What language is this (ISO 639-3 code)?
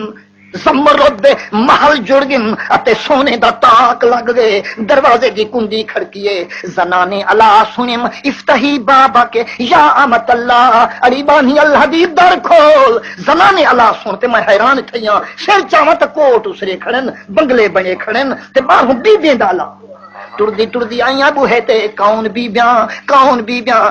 skr